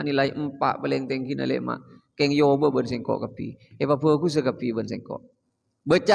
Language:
Madurese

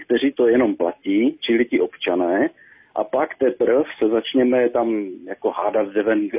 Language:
Czech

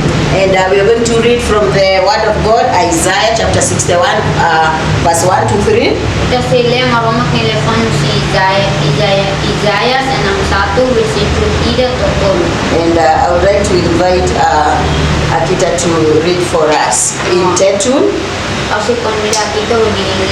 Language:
Tetum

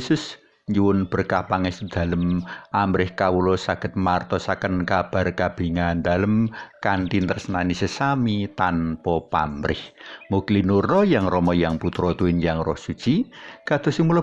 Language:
Javanese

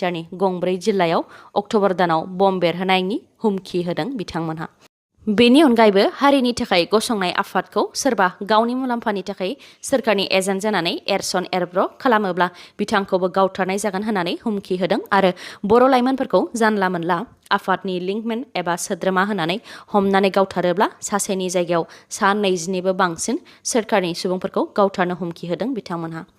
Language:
Bodo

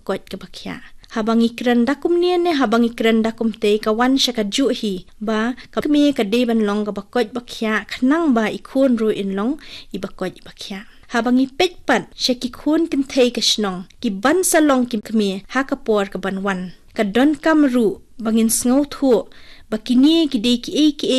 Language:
Khasi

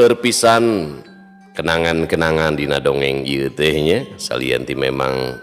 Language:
Sundanese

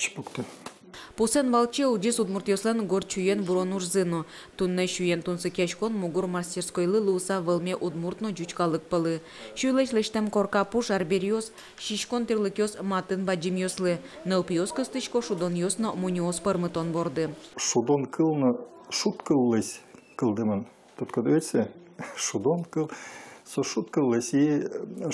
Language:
Udmurt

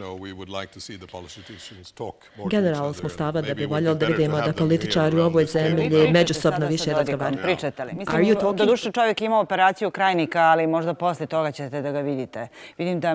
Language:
Bosnian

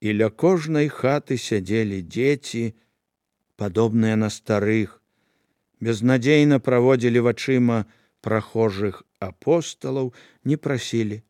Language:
Belarusian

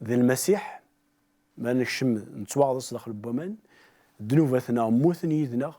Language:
Kabyle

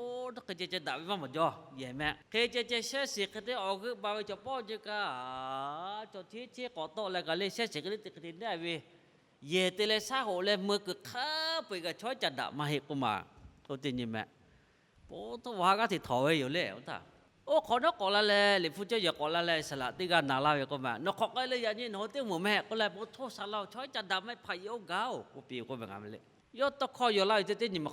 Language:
Lahu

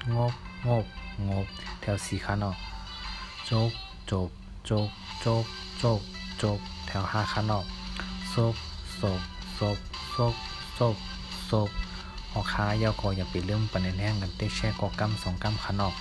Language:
Shan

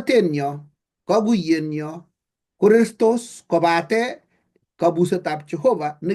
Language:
Kalenjin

